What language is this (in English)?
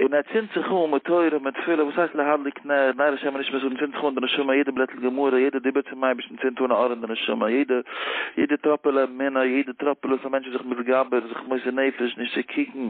Yiddish